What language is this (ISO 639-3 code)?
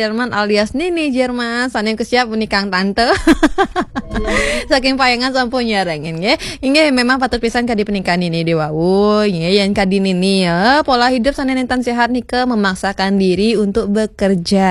ban